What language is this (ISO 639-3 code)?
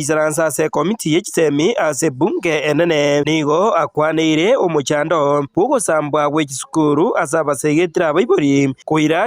guz